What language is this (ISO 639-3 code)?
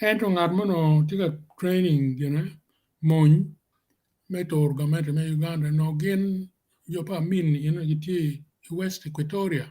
ach